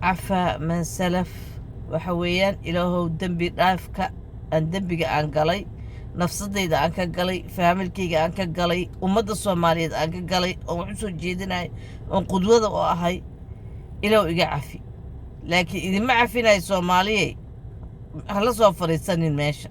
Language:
Somali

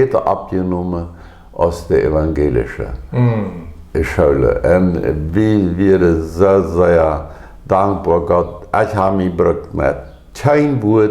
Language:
Plautdietsch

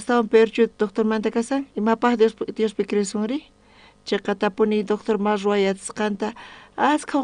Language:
South Bolivian Quechua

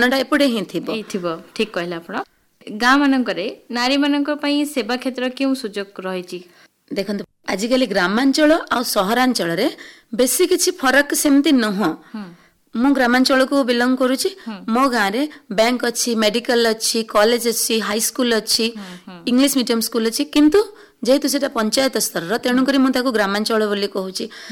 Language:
Odia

